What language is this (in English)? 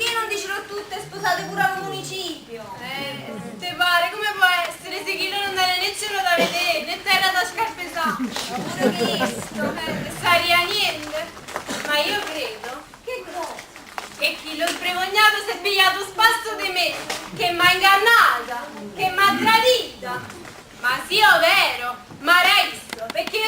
Neapolitan